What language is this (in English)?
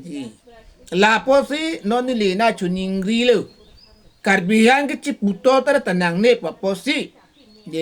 Karbi